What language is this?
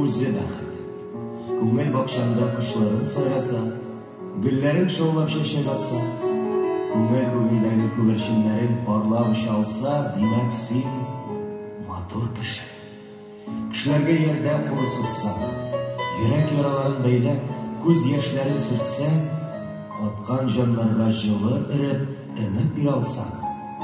Tatar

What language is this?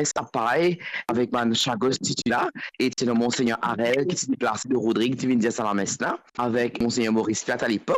Morisyen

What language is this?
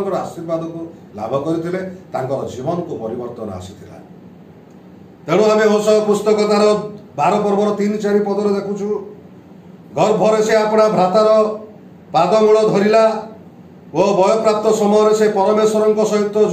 Odia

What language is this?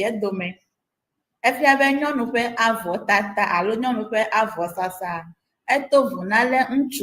Ewe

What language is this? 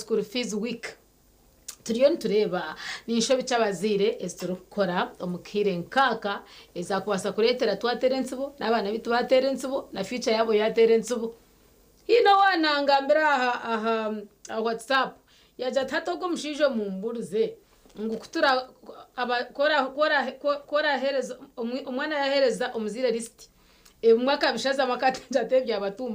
Nyankole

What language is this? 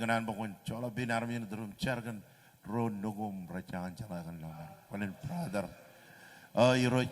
Marshallese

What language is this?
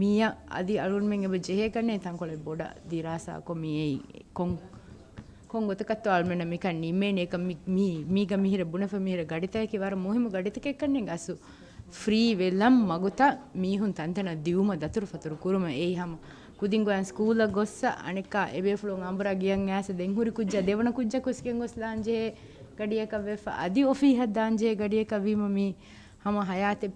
Divehi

